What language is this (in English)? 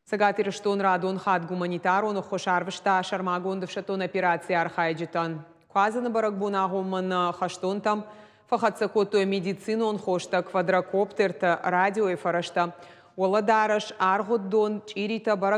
Ossetic